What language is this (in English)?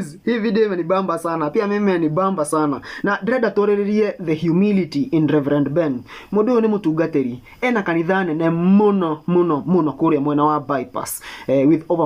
Kikuyu